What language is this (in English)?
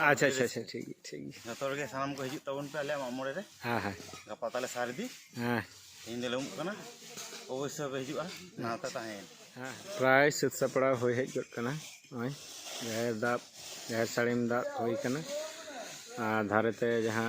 Santali